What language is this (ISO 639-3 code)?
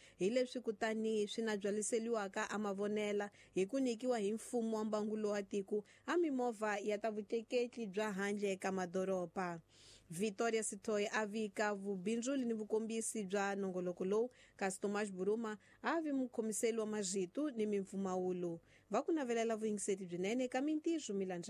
tso